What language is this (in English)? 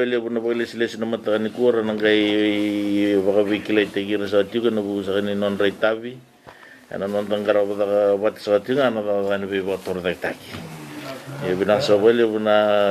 Fijian